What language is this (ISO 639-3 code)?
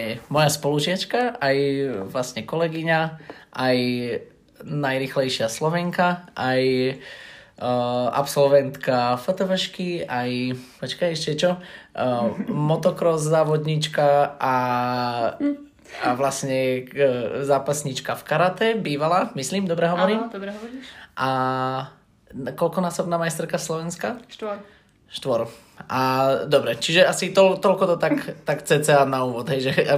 slk